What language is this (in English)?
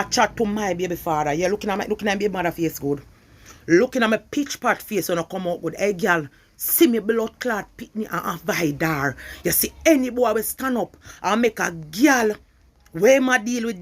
Jamaican Creole English